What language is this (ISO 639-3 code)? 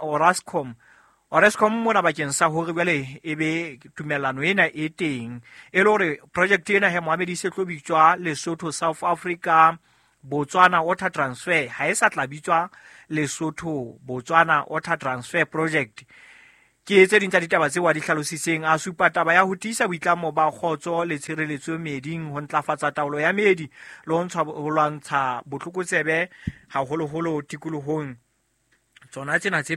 sot